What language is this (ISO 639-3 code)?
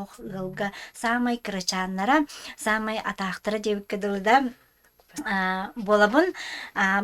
sah